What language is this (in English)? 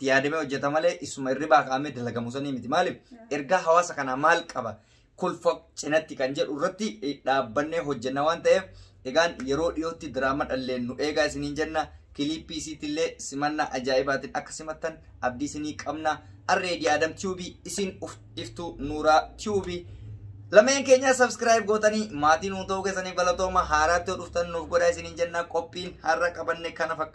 Oromo